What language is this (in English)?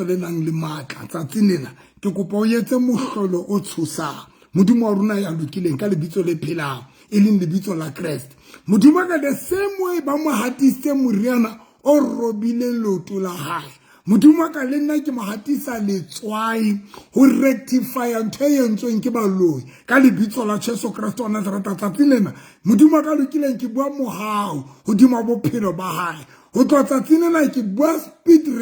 Southern Sotho